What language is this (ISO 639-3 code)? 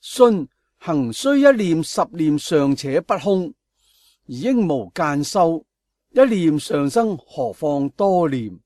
yue